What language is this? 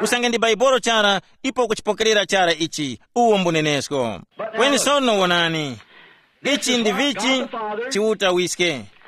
Tumbuka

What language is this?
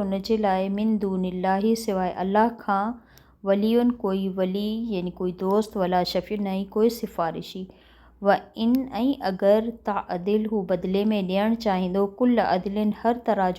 Sindhi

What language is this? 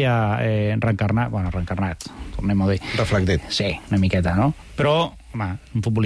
Catalan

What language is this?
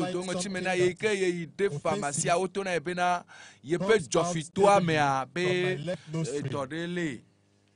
Ewe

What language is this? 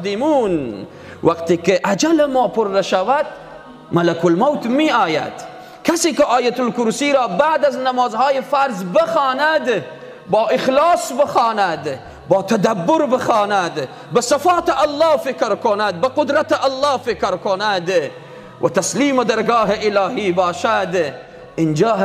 Persian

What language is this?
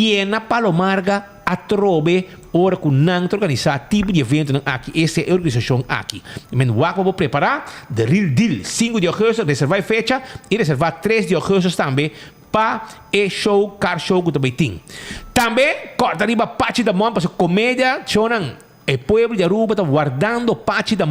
Papiamento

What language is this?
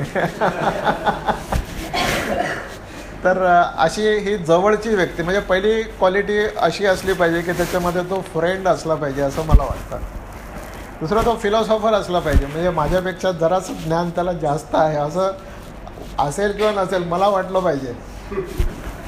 Marathi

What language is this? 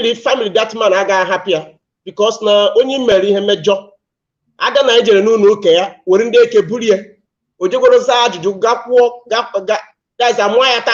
Igbo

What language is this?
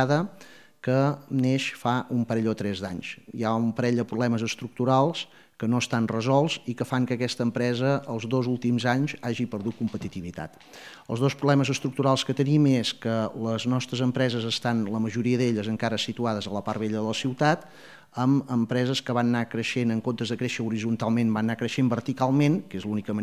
Catalan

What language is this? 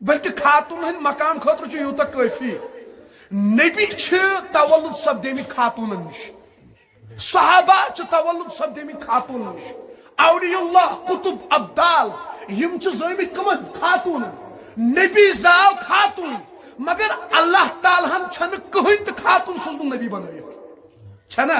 Kashmiri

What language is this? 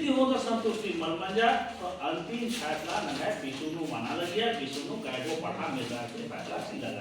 Kurukh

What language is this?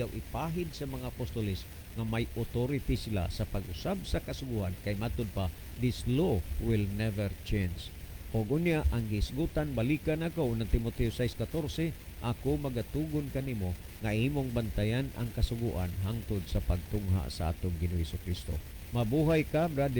Cebuano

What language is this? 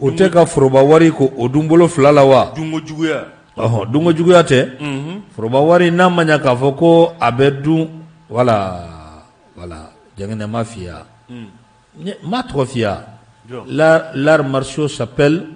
Bambara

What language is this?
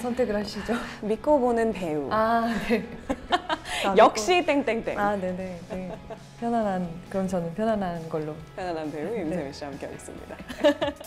Korean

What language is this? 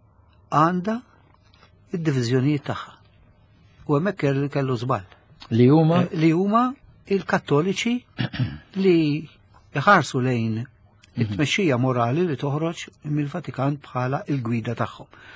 Maltese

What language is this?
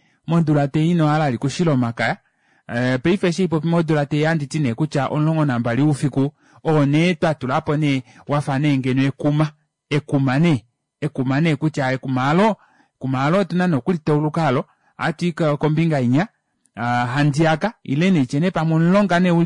Kuanyama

